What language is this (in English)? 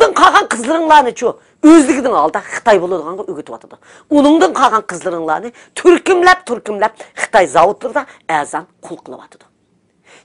Uyghur